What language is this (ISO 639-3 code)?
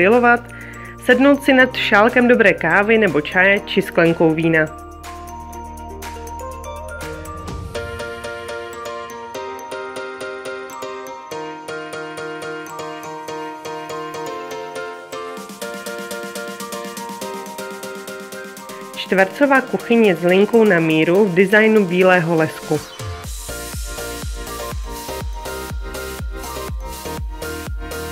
ces